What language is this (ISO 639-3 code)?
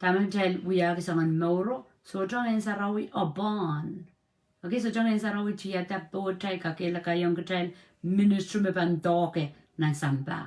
pon